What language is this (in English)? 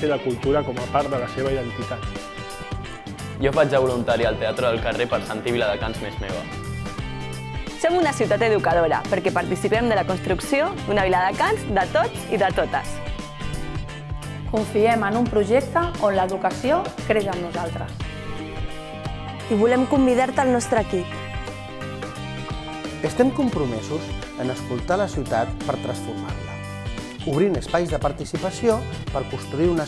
Catalan